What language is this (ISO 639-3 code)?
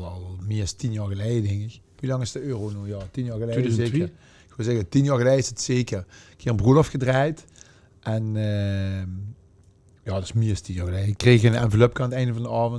lim